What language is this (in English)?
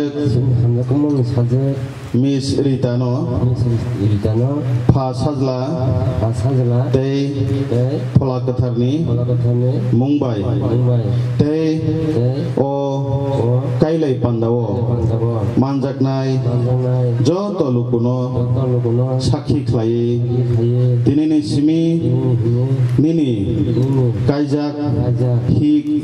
Kok Borok